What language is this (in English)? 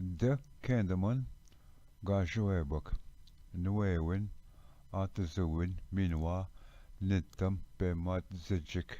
Ojibwa